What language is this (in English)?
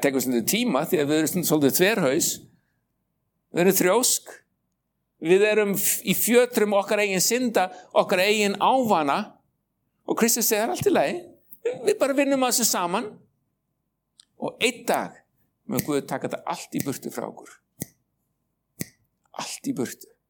Icelandic